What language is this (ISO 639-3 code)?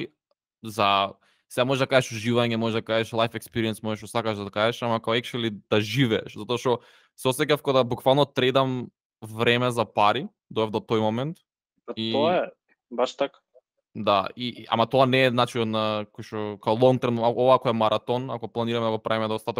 mkd